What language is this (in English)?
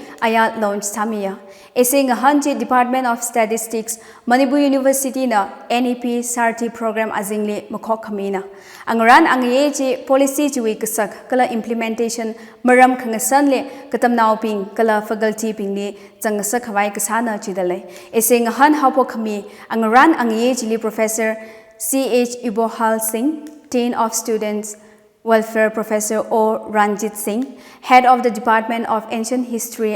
Tangkhul Naga (India)